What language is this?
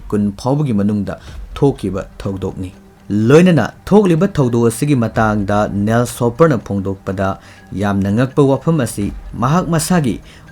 Manipuri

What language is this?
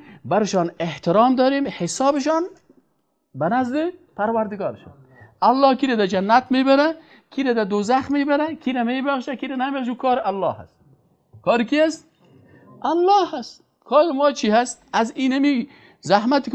Persian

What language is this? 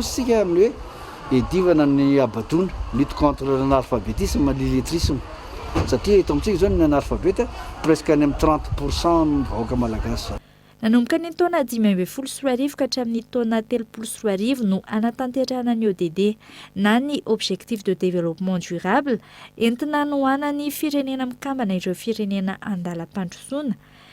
Malagasy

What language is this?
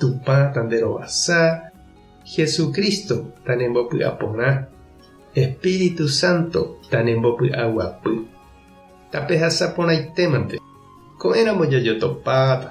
Guarani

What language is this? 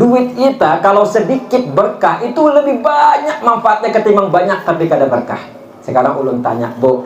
Banjar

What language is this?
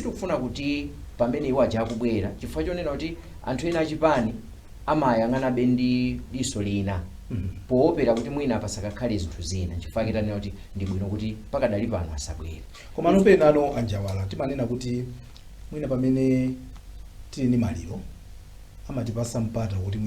Nyanja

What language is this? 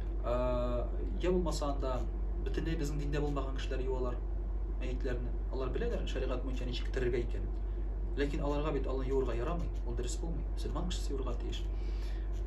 Tatar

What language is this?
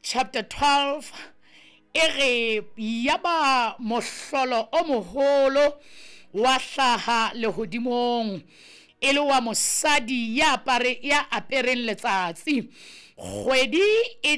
Southern Sotho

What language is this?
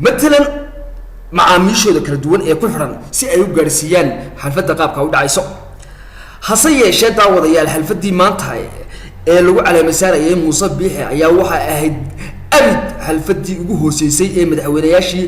Somali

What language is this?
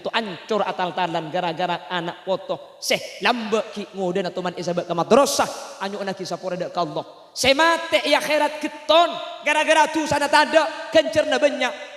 Madurese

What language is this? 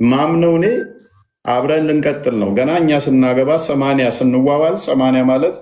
Amharic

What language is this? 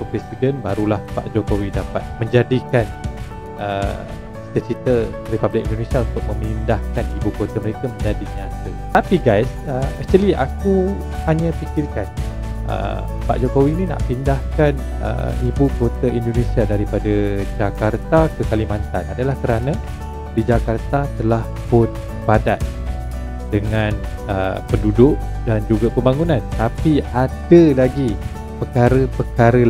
Malay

